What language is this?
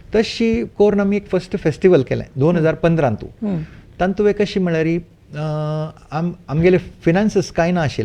Konkani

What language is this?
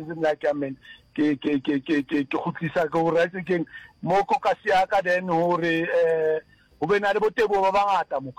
Northern Sotho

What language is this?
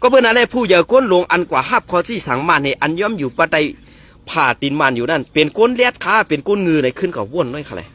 Shan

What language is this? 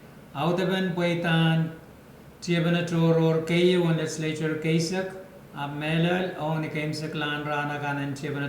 Pohnpeian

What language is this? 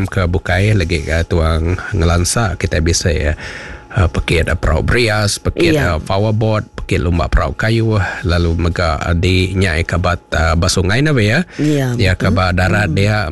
Iban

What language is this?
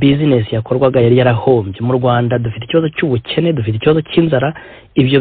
Kinyarwanda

